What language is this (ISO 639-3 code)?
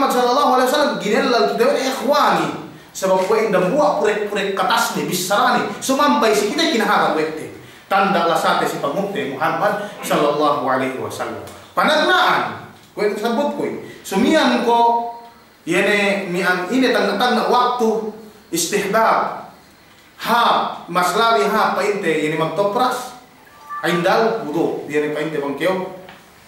yka